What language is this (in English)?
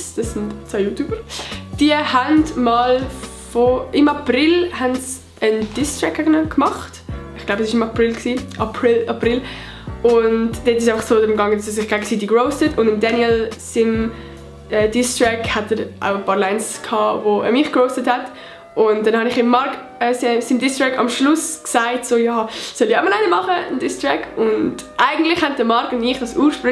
Swiss German